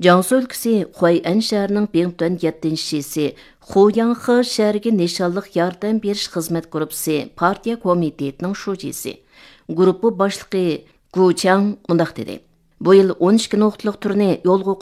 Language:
Uyghur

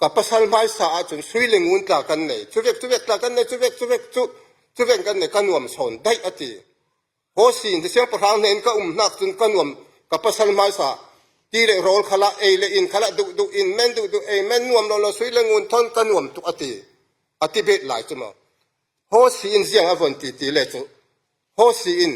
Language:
Falam Chin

